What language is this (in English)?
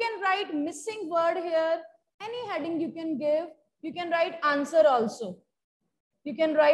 English